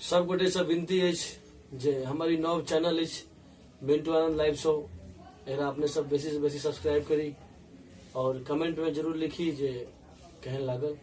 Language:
Maithili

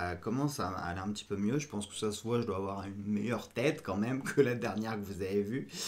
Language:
French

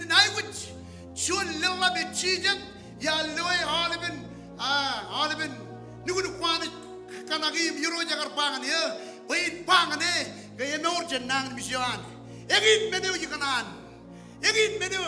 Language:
Marshallese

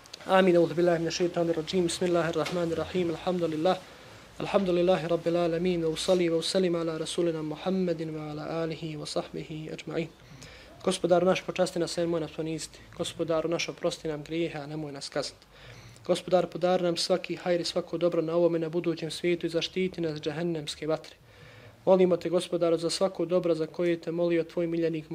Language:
Bosnian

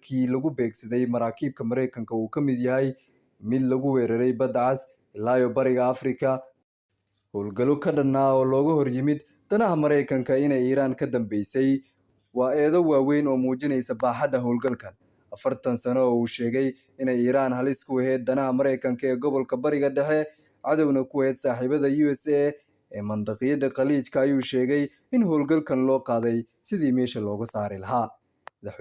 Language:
Somali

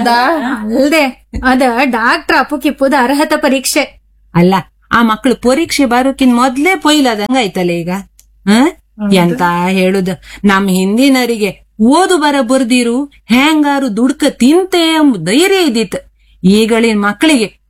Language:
Kannada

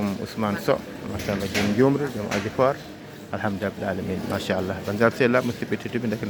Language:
Fula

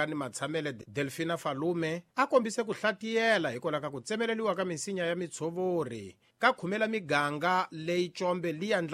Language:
Tsonga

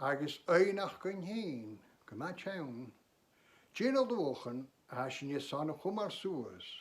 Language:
Scottish Gaelic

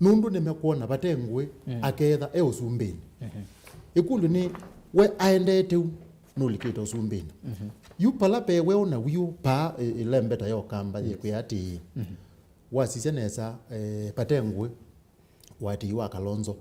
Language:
Kamba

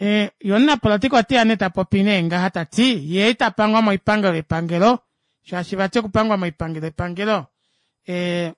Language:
Kuanyama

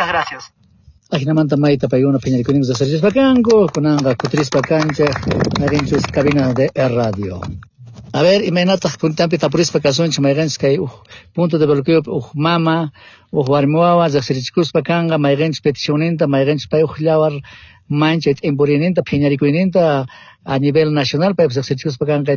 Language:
Quechua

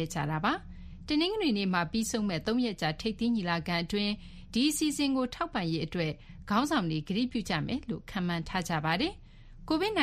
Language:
Burmese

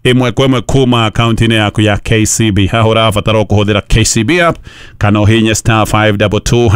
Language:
Kikuyu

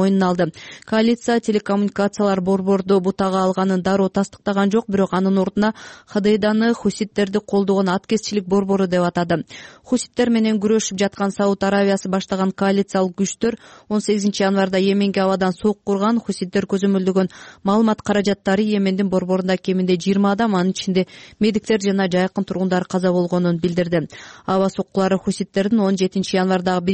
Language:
Kyrgyz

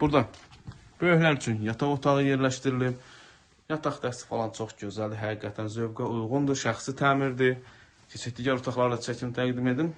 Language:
Azerbaijani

